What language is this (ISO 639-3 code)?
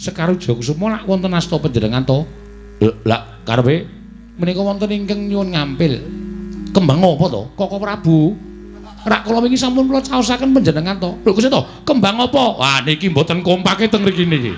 jav